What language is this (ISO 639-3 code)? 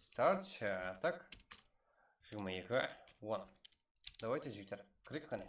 kaa